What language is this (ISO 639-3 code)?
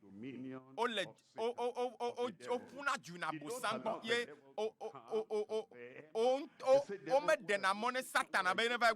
ewe